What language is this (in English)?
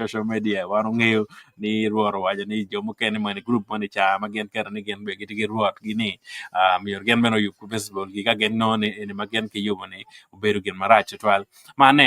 Acoli